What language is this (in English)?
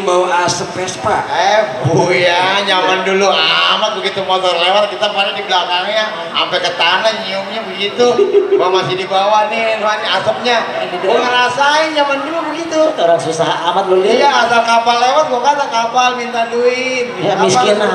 Betawi